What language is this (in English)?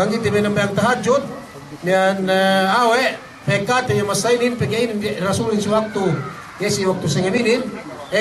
Yakan